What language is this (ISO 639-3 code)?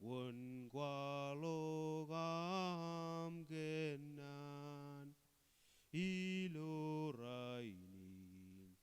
mah